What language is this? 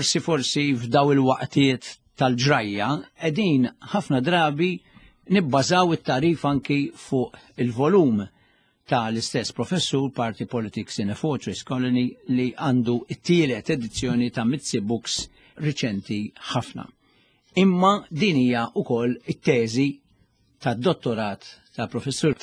Maltese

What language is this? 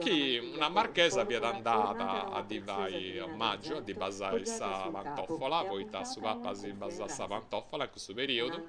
Sardinian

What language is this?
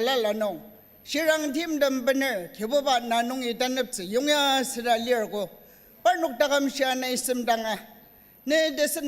Ao Naga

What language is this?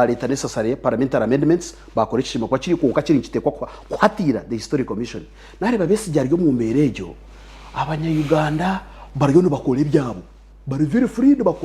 Nyankole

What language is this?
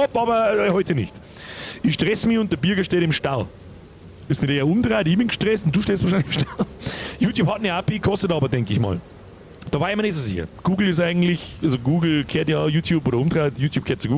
Bavarian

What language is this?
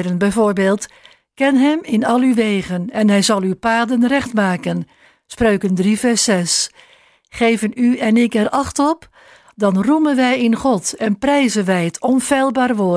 Dutch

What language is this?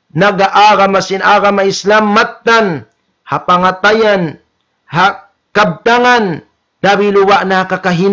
Tausug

